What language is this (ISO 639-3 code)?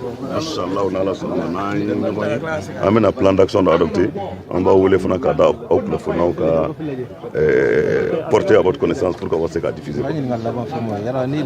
bam